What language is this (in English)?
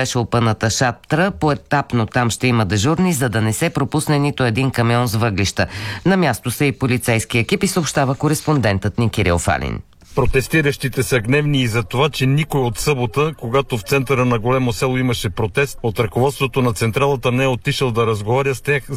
Bulgarian